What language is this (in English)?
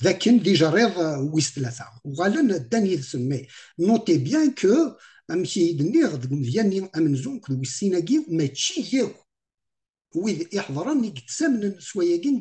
Kabyle